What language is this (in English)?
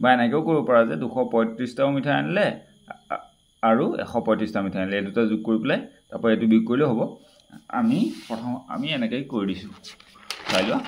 Assamese